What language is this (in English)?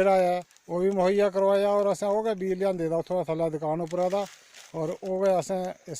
Dogri